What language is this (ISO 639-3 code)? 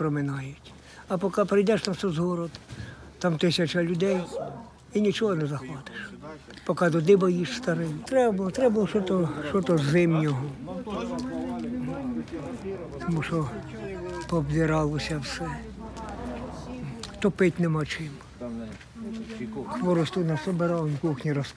ukr